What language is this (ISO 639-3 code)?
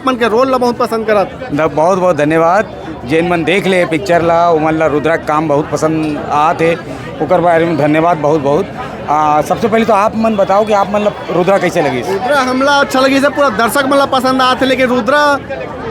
hne